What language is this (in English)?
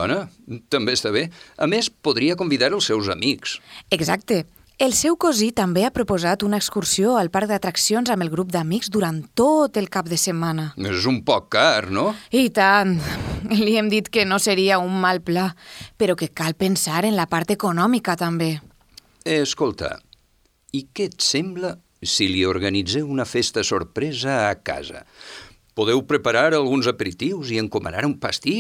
Catalan